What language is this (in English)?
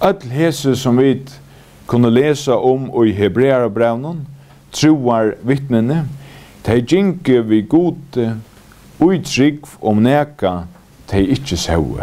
Faroese